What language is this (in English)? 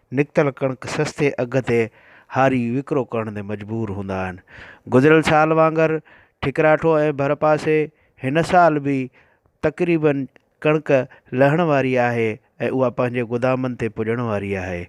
Sindhi